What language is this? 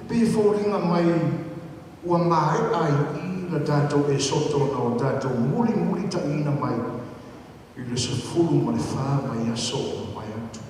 Samoan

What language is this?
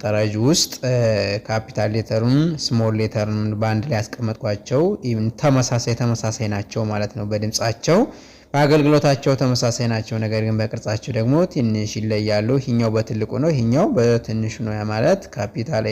Amharic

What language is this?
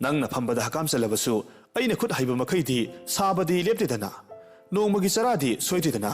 Manipuri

